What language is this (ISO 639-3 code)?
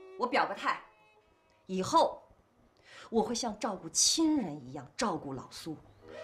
zho